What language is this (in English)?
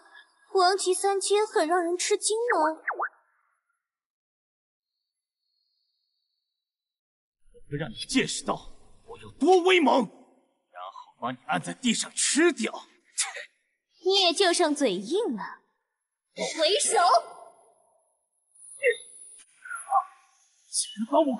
Chinese